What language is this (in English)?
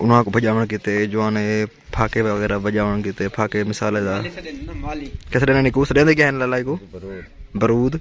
Saraiki